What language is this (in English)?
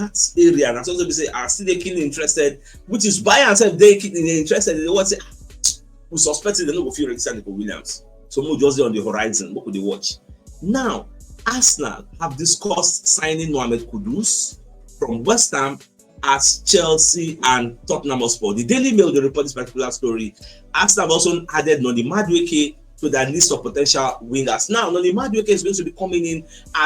Nigerian Pidgin